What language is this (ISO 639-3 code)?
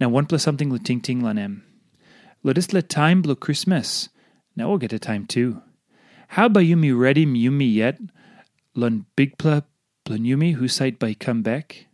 tpi